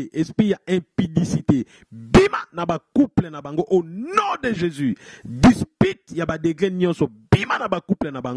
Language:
Lingala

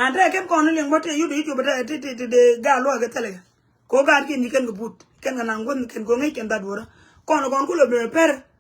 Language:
Nuer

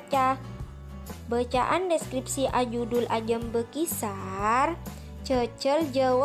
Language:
Madurese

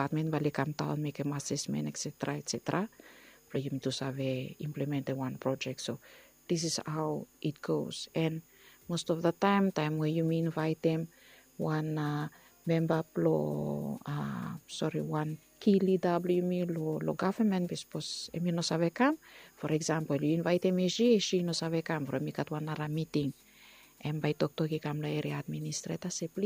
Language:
Bislama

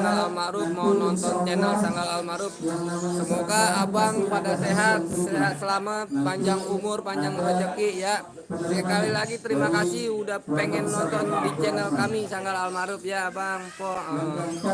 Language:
Betawi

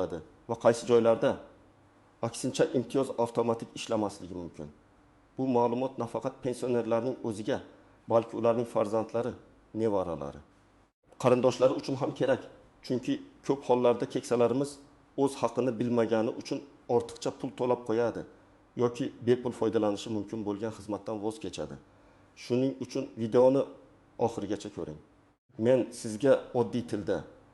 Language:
Uzbek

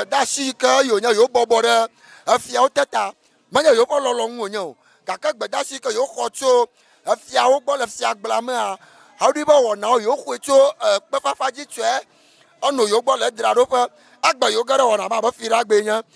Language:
Ewe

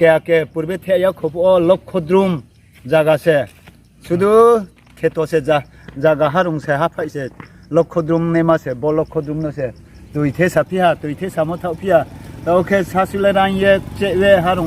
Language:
Riang (India)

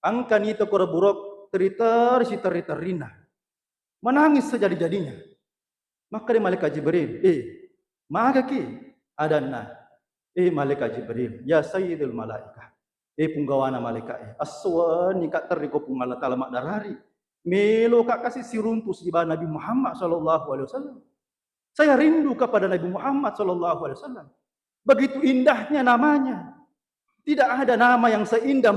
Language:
Buginese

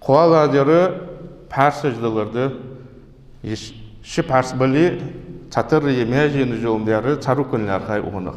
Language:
Ingush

